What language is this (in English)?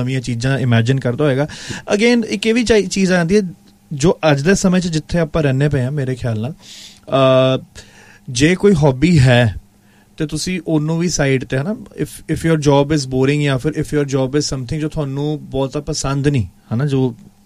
Punjabi